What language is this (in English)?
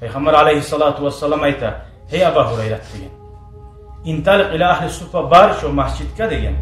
Kumyk